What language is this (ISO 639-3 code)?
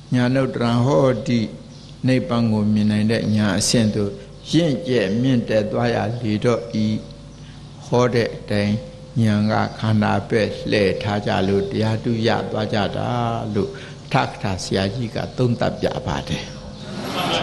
mya